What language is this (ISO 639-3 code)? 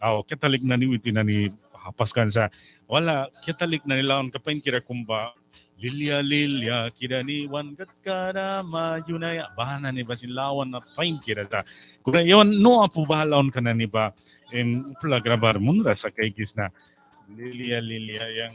miq